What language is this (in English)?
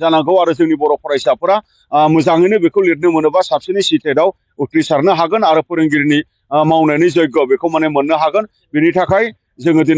Bodo